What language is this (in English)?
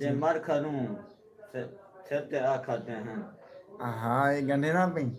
Saraiki